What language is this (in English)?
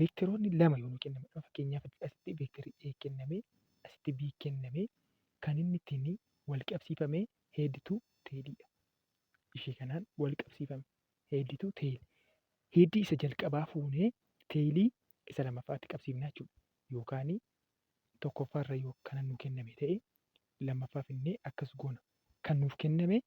Oromo